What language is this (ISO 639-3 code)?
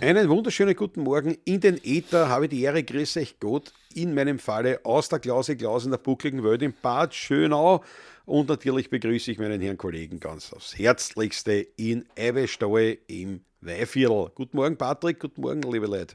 bar